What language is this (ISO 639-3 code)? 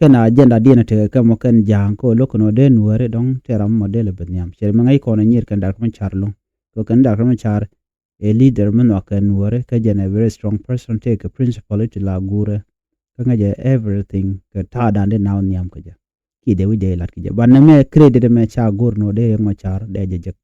nus